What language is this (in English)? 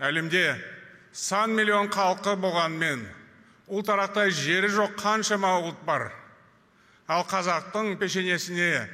Kazakh